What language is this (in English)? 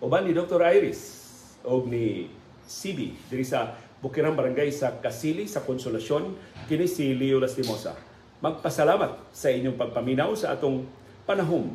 Cebuano